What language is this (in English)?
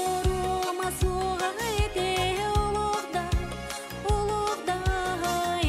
Yakut